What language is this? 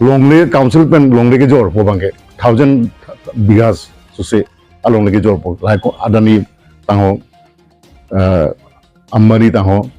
Karbi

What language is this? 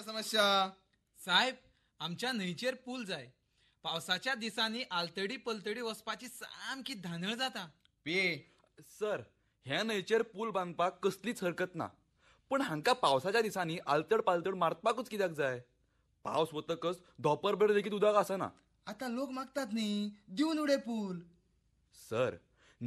Konkani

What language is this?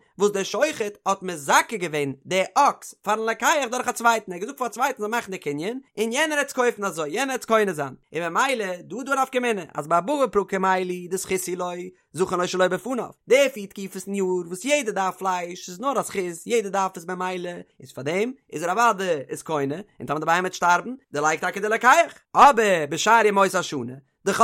Yiddish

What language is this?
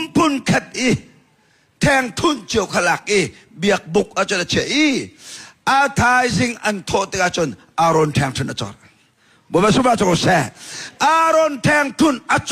Hakha Chin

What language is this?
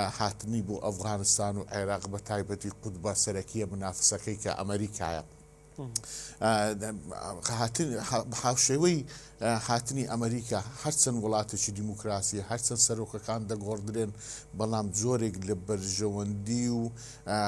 Central Kurdish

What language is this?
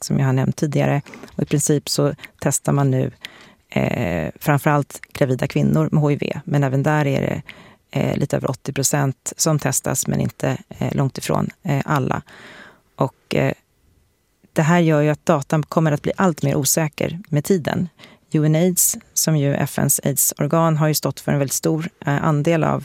Swedish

